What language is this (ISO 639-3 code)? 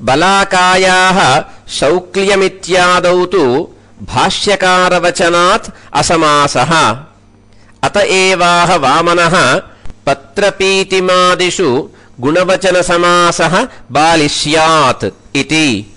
san